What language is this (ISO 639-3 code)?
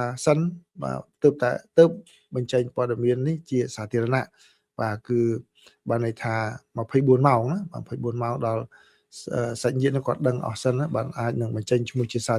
khm